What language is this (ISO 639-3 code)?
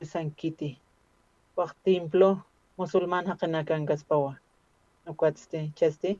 aym